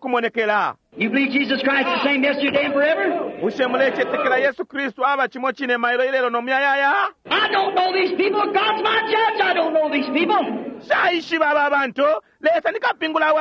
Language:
Bemba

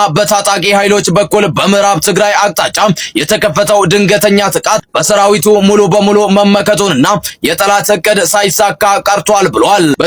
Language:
Amharic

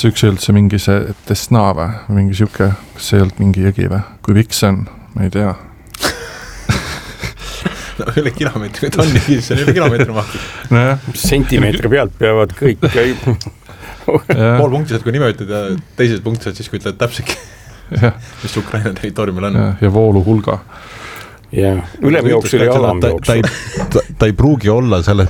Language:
Estonian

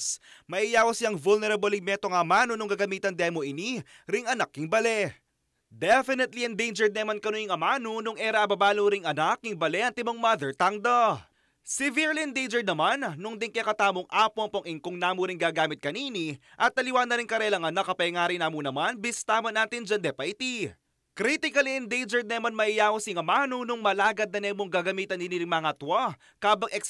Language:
Pampanga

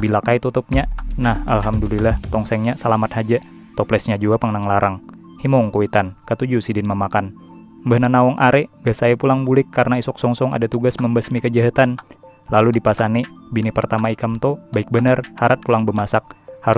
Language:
Banjar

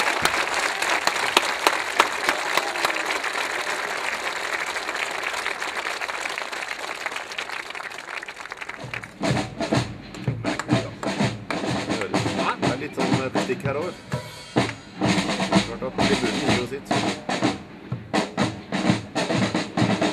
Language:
Norwegian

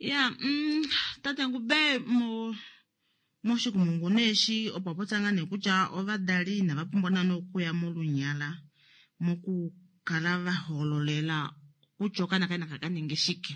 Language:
Kuanyama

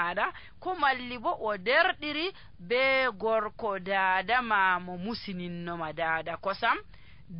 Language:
Nigerian Fulfulde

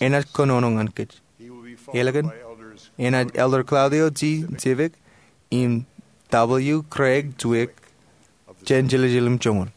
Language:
Marshallese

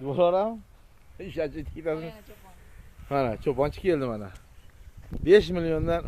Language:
Uzbek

